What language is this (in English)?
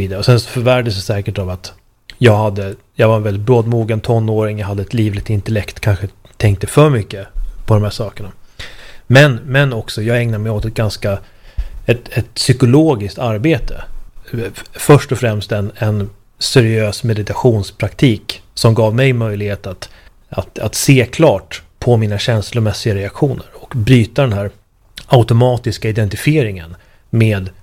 Swedish